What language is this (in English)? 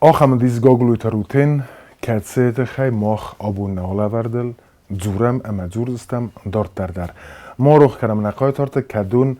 Ossetic